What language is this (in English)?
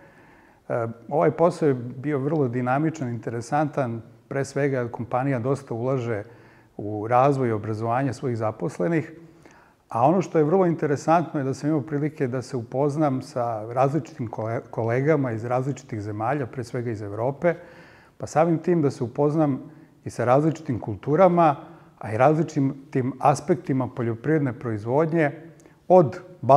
Serbian